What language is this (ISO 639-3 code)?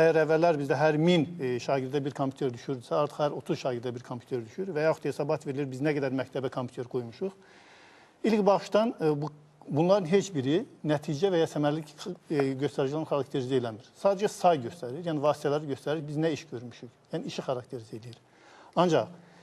aze